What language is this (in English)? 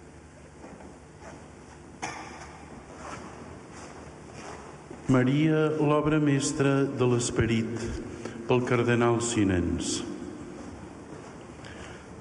Catalan